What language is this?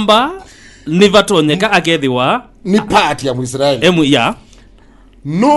Kamba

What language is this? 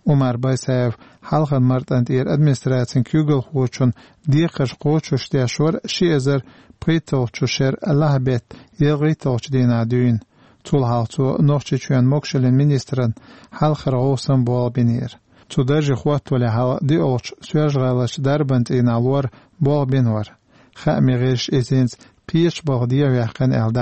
Chechen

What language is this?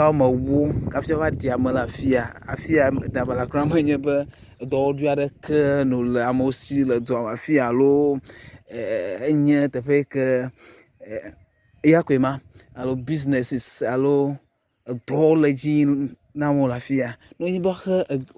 Ewe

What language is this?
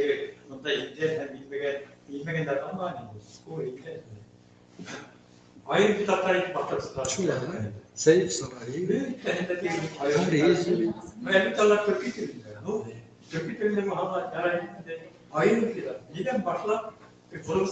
Bashkir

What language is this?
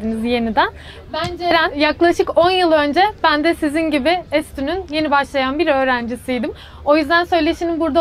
Turkish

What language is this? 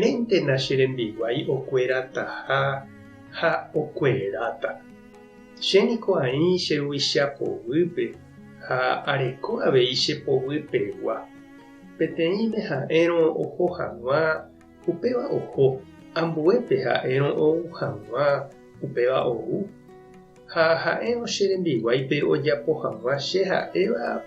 Guarani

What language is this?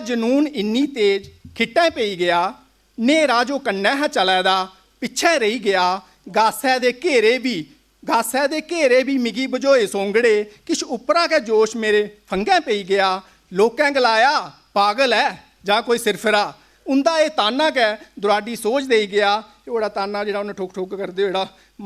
Dogri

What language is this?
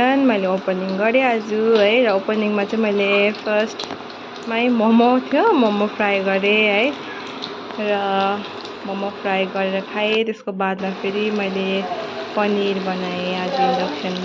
Nepali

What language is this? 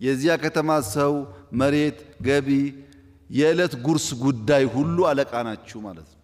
Amharic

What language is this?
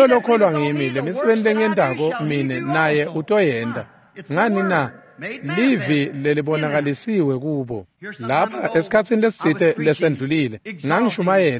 Swati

